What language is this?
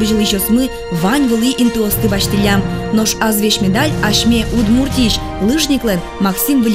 Udmurt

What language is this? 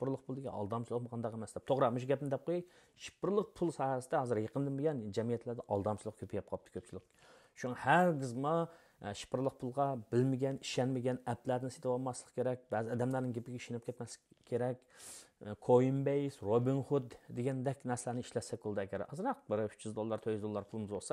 Uyghur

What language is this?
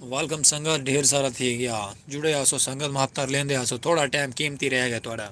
Saraiki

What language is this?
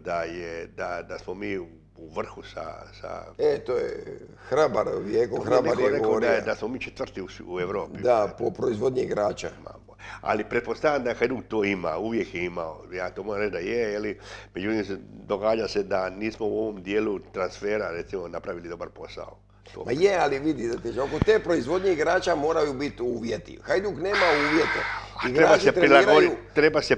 Croatian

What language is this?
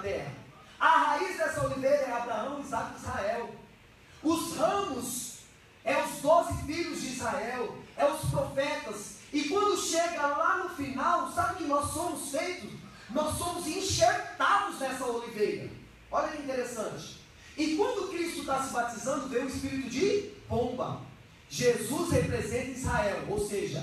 Portuguese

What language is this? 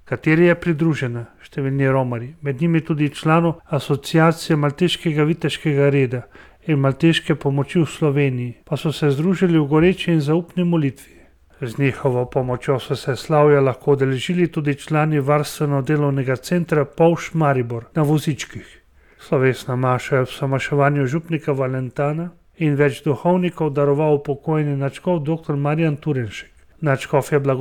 Slovenian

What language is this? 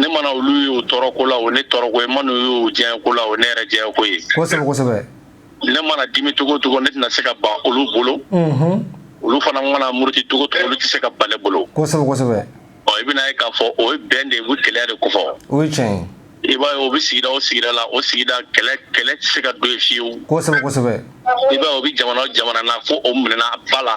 Bambara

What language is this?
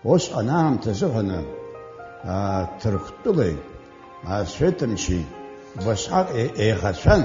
Abkhazian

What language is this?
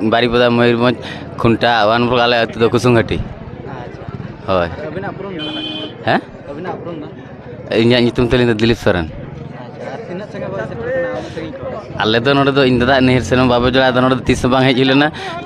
Santali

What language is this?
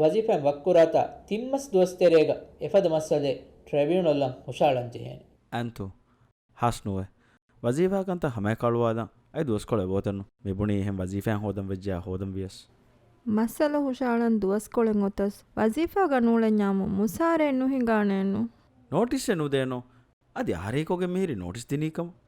Divehi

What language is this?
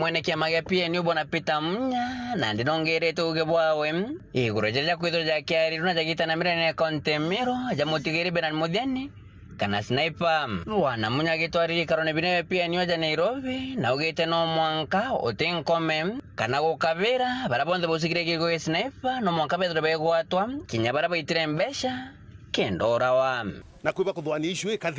Meru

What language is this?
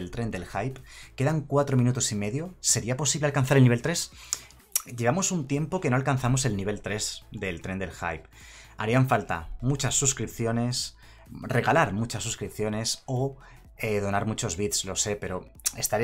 Spanish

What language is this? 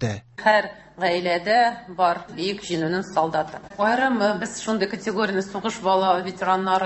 Tatar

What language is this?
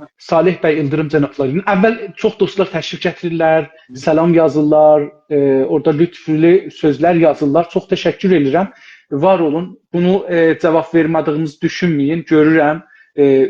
South Azerbaijani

